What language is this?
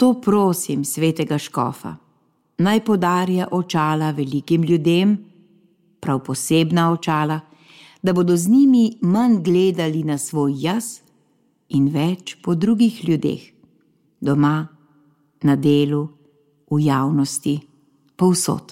Slovenian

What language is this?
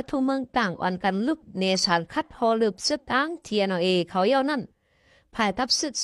Shan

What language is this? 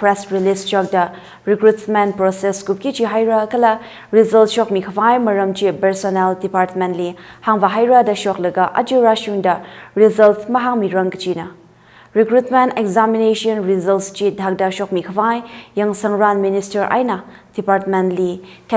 Tangkhul Naga (India)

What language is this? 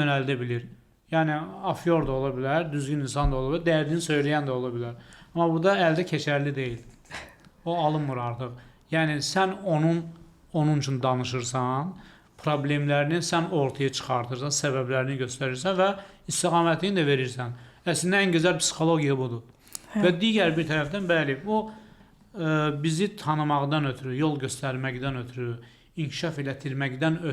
Azerbaijani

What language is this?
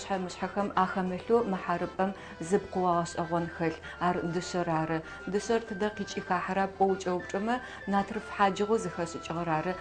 Adyghe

